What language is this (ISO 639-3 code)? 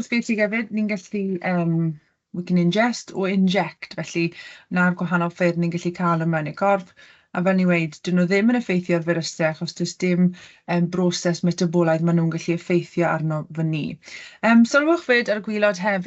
cym